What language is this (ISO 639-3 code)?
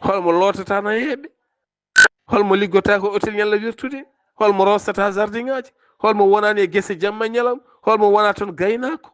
ful